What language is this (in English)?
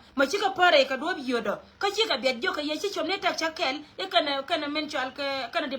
Nuer